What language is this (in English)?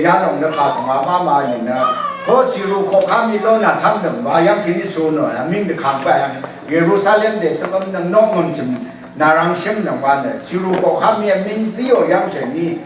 Rawang